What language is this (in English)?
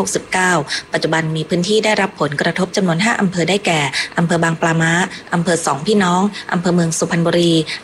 Thai